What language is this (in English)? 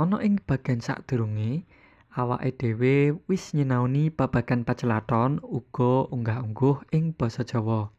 Javanese